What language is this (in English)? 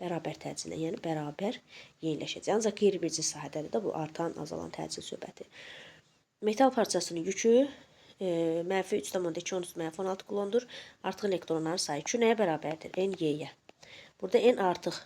Azerbaijani